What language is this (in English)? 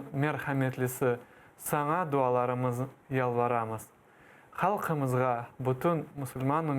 Crimean Tatar